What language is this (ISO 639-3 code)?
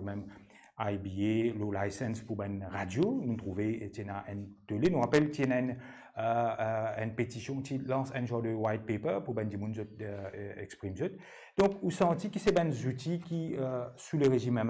mfe